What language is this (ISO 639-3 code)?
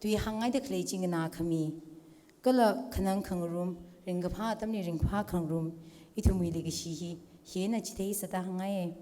nmf